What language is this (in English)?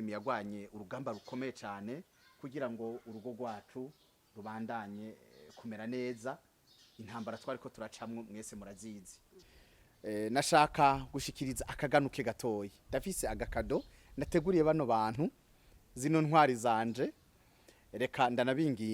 Rundi